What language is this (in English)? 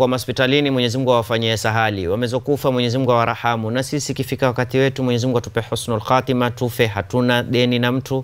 Swahili